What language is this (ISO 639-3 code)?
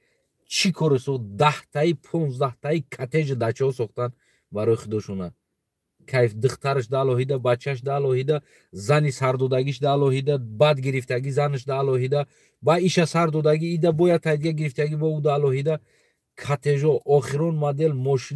tgk